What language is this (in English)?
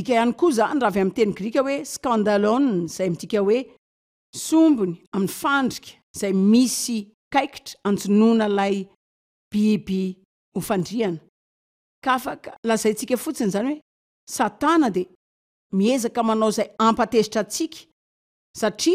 Malagasy